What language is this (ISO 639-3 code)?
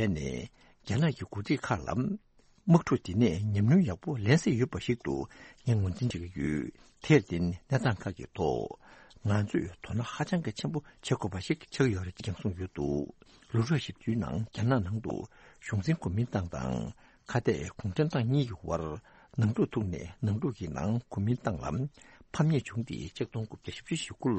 bod